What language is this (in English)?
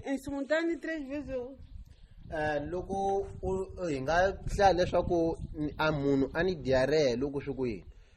Tsonga